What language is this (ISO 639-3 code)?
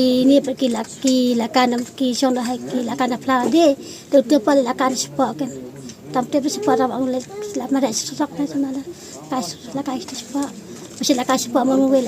kha